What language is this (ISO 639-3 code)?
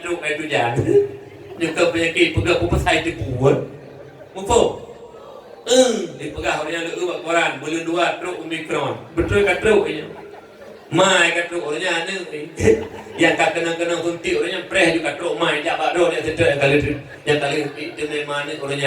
ace